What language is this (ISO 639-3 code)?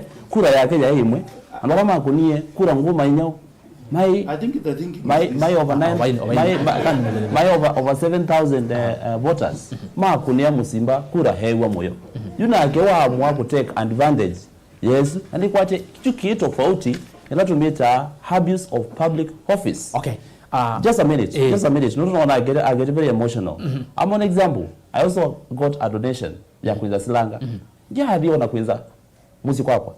kam